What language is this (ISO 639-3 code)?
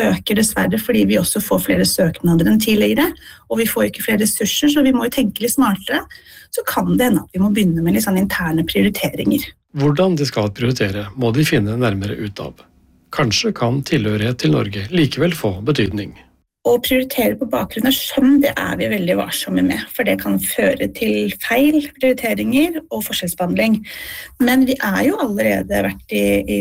nor